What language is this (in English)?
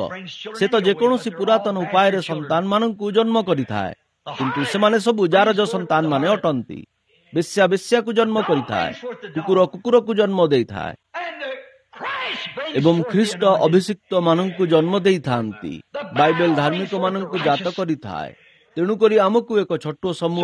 Odia